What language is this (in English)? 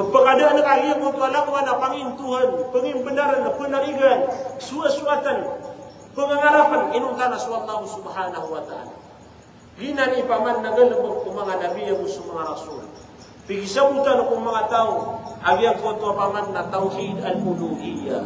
Maranao